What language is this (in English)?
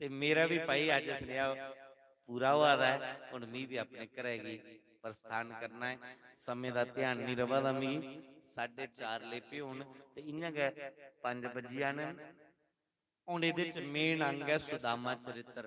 Dogri